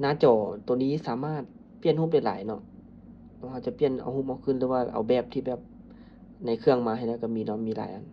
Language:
Lao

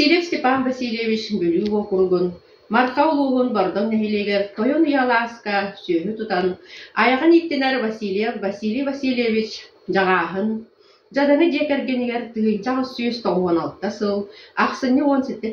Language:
Yakut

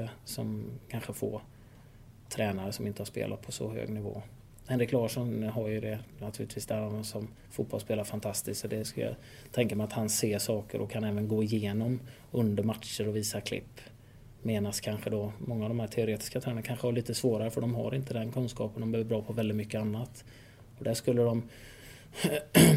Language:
Swedish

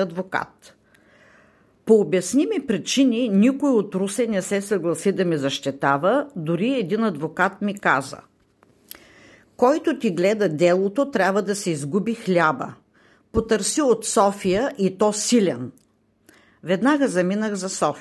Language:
Bulgarian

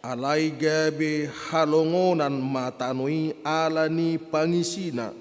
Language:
Batak Toba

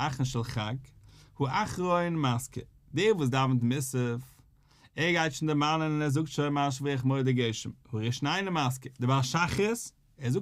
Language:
Yiddish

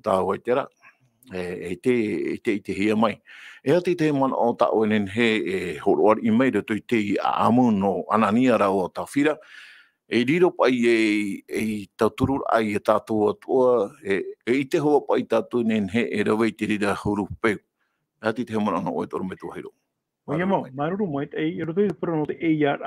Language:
Tahitian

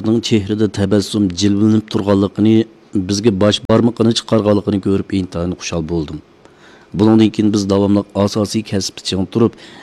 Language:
Uyghur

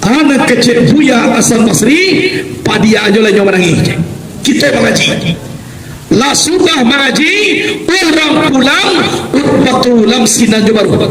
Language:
Minangkabau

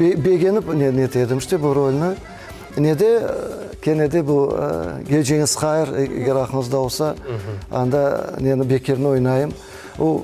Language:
Crimean Tatar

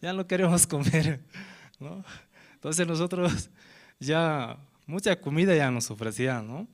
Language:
Aymara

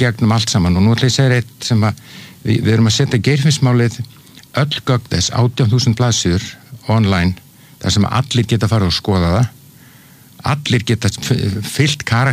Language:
Icelandic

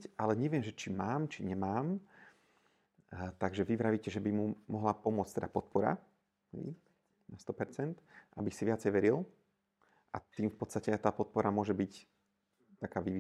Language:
Slovak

